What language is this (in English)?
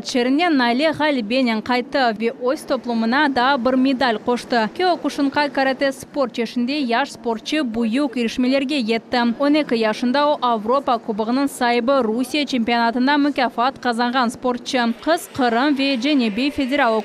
Crimean Tatar